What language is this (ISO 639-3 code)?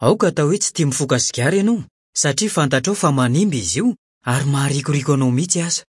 mlg